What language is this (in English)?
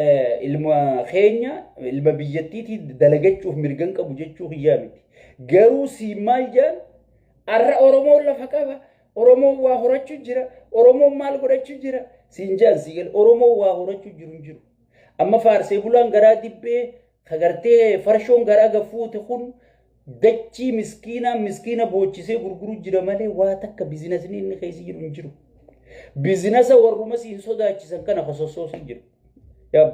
Oromo